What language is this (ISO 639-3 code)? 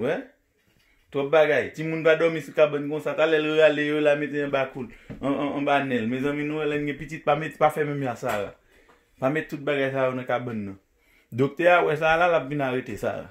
hat